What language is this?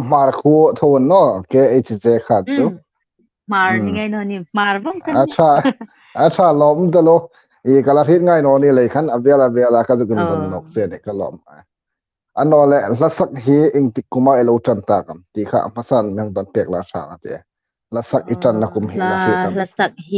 Hmar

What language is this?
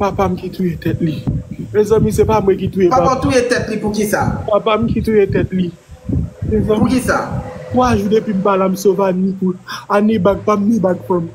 Haitian Creole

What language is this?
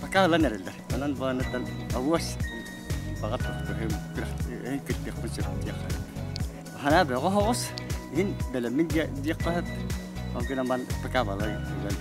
Yakut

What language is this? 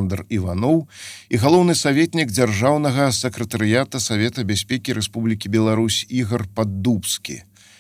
Belarusian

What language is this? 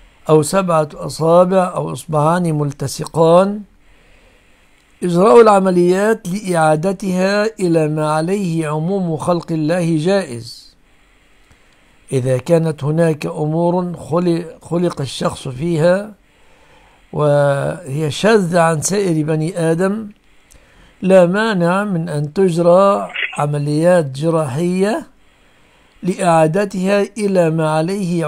Arabic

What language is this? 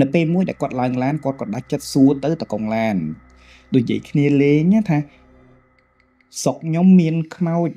Khmer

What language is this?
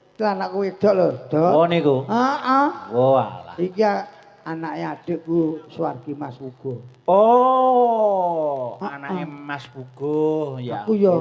Javanese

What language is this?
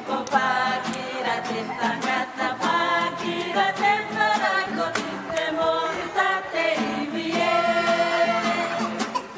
Māori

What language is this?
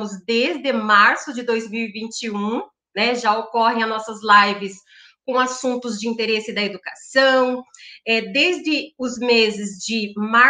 Portuguese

